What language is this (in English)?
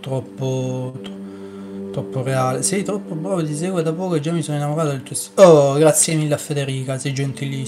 Italian